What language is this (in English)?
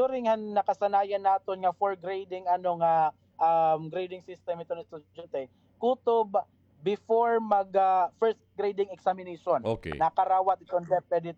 Waray